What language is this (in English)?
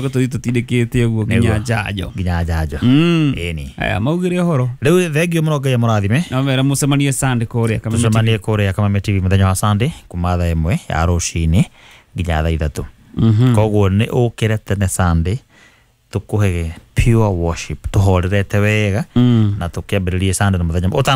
Kikuyu